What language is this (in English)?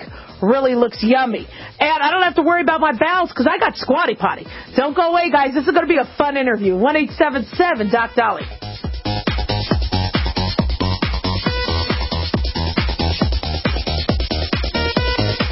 English